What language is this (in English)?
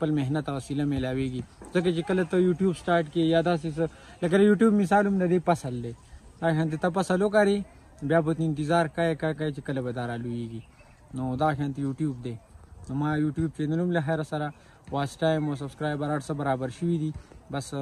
Pashto